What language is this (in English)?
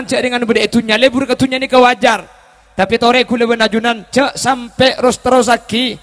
Madurese